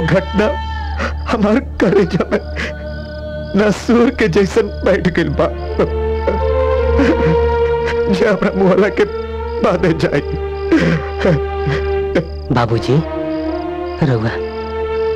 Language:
Bhojpuri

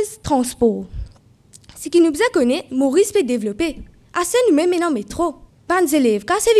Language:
Morisyen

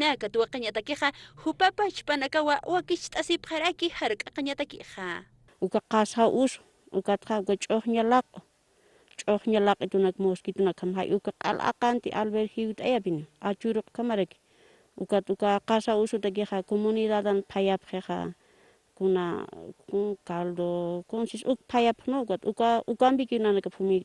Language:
Aymara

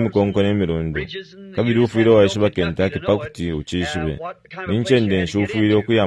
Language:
Bemba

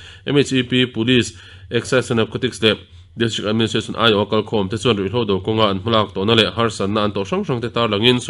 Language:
Mizo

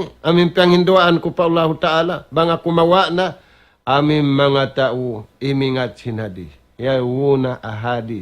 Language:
Tausug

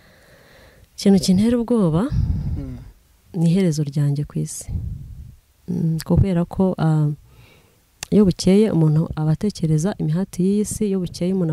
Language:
Kinyarwanda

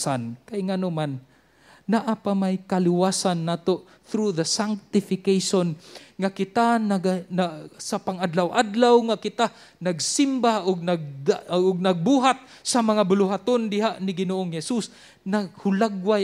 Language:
Cebuano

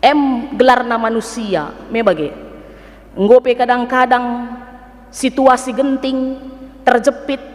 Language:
Batak Karo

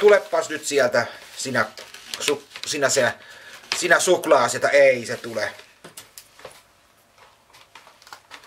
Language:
Finnish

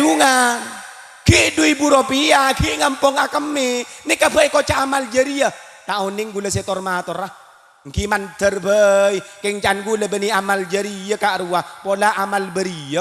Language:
Madurese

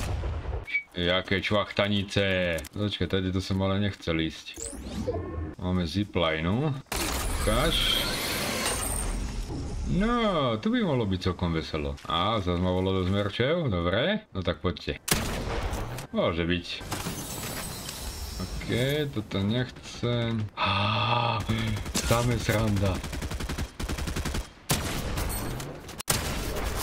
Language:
Slovak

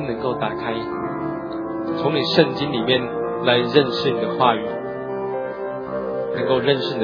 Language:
Chinese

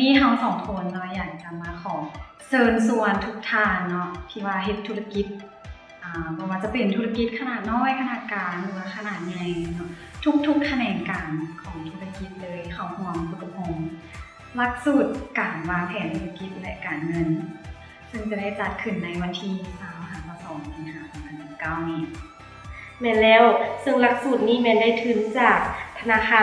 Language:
Lao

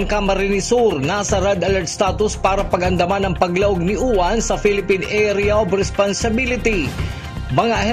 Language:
Bikol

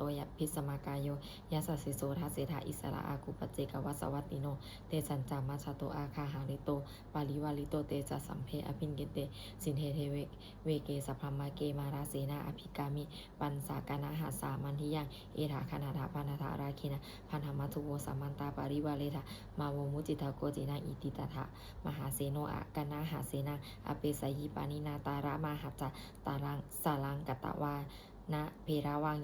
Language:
Pali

